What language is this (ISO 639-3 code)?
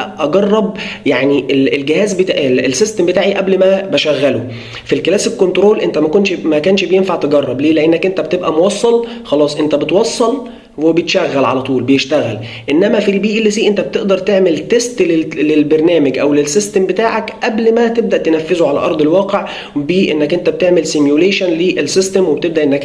arz